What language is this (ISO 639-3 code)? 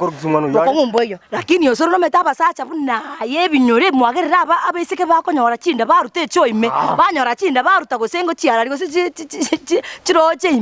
guz